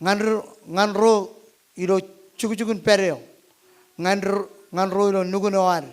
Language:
Marshallese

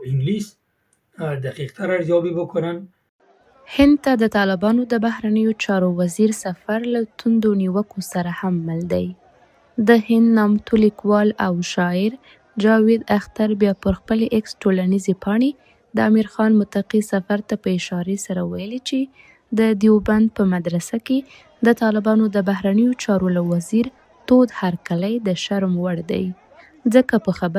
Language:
Pashto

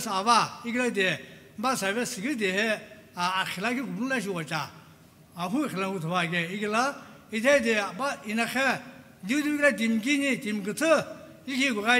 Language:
Sumi Naga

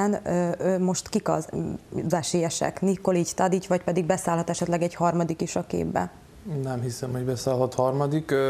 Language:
Hungarian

